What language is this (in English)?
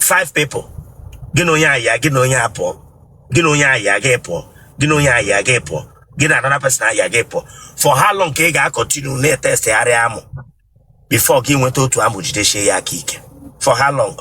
Igbo